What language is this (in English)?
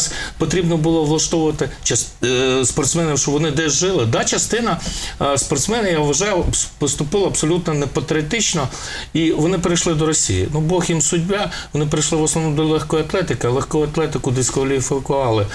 Ukrainian